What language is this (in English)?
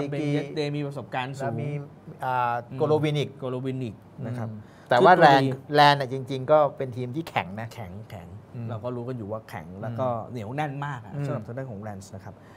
Thai